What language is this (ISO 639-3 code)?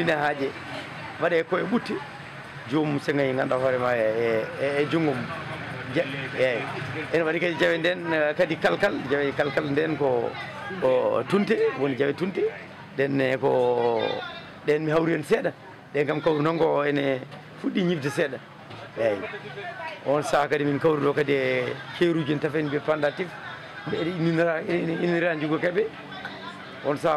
ful